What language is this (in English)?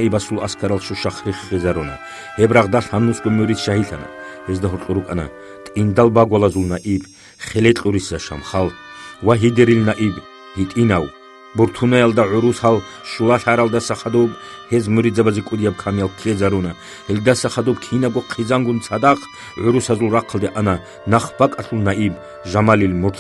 Avaric